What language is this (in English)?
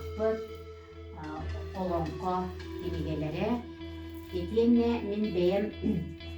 Yakut